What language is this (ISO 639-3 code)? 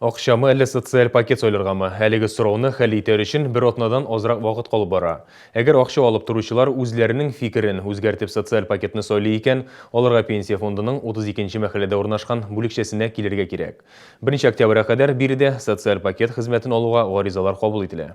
tat